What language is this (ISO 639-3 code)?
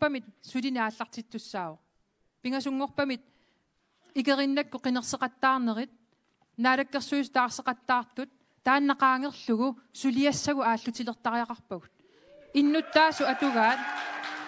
kal